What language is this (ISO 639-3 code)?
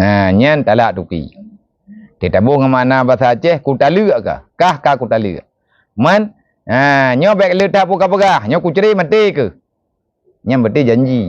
ace